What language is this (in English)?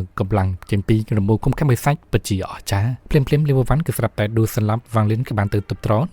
Khmer